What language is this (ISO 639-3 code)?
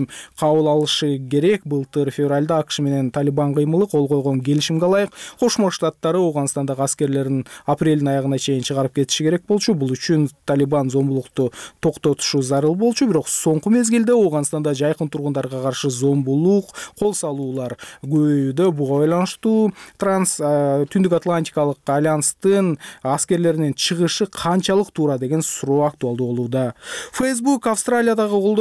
kir